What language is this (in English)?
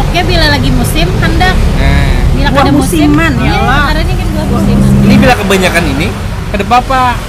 Banjar